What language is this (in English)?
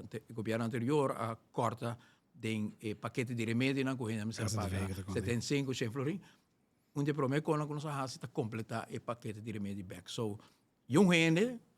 Papiamento